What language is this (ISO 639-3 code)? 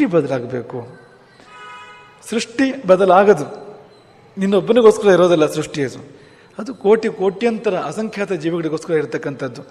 kan